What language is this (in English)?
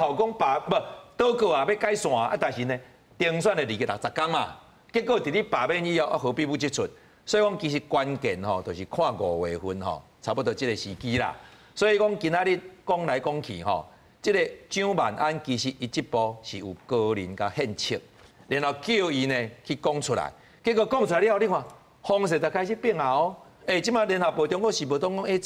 Min Nan Chinese